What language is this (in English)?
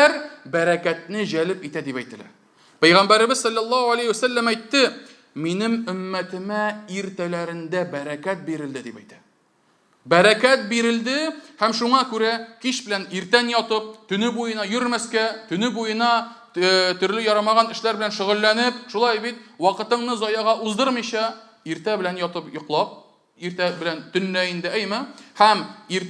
Tatar